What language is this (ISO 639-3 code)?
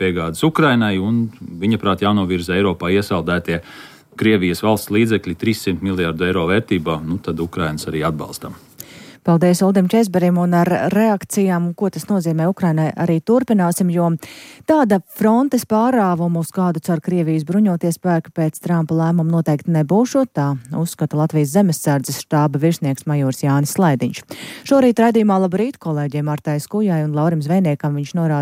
lav